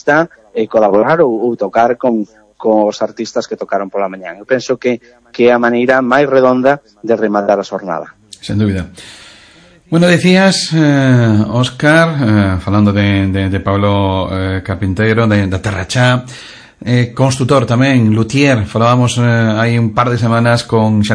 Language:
Galician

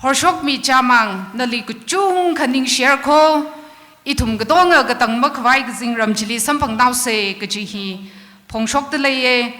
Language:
Tangkhul Naga (India)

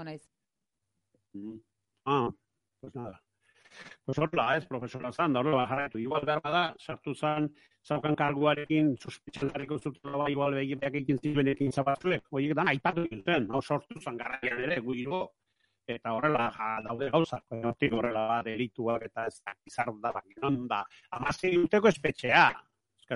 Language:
Basque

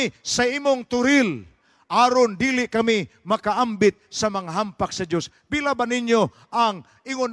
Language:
Cebuano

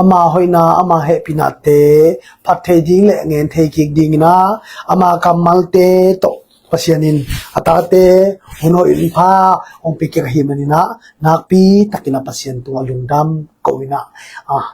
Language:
Tedim Chin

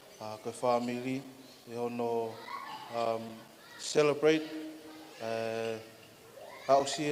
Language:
Tongan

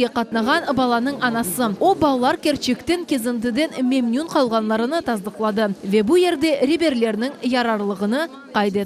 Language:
Crimean Tatar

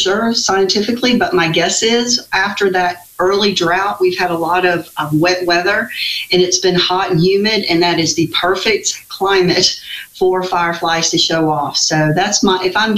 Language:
English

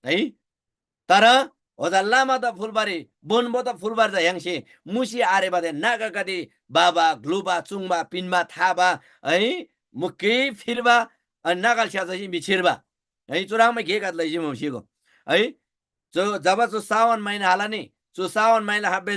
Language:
Eastern Tamang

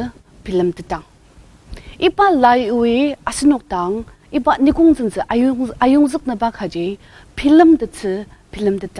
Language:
Ao Naga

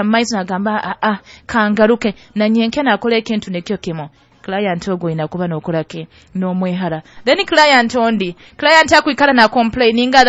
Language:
Nyoro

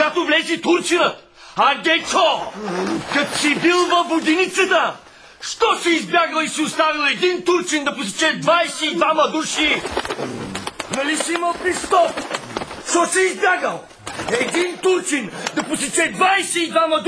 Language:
Bulgarian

